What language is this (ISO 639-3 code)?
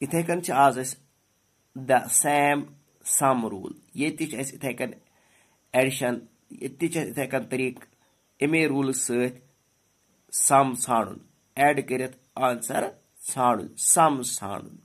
kas